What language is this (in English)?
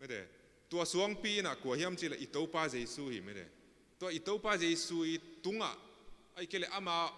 Tedim Chin